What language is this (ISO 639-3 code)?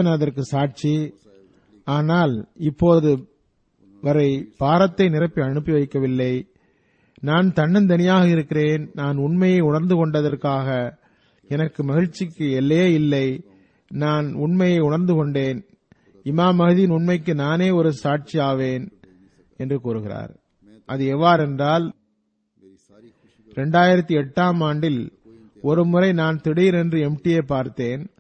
tam